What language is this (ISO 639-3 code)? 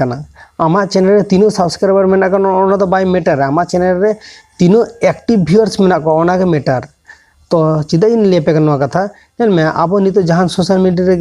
sat